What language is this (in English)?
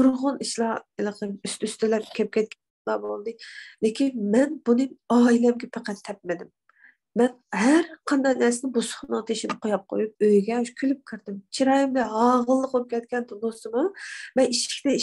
Uyghur